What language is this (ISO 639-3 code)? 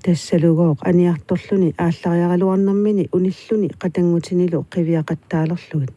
kal